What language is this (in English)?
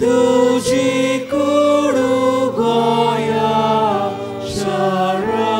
Konkani